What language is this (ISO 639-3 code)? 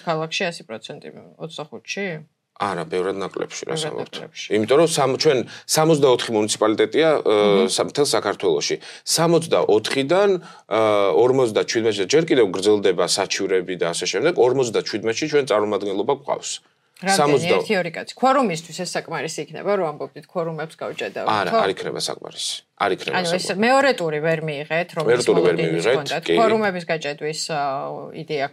kat